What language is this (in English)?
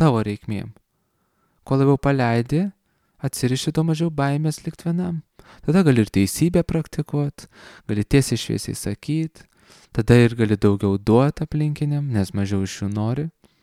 Lithuanian